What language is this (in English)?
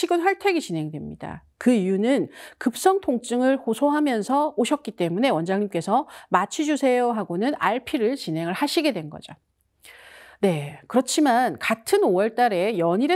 Korean